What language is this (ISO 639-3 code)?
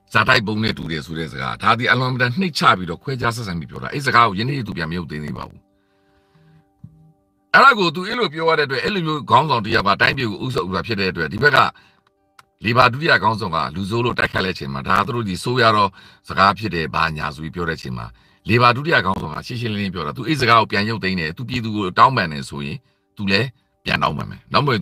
mya